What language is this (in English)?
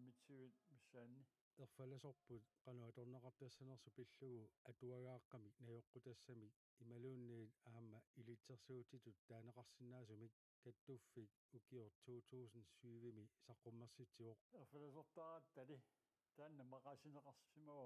Kalaallisut